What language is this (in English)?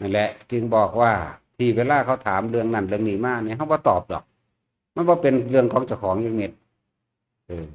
Northeastern Thai